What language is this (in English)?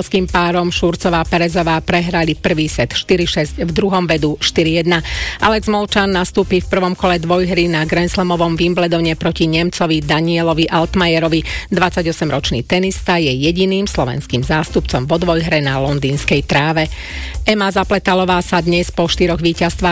Slovak